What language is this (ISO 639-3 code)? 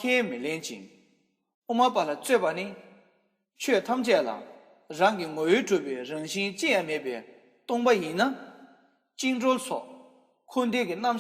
bod